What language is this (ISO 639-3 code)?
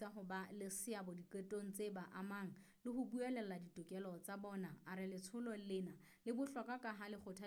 sot